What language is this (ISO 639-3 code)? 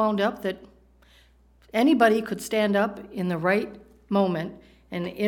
eng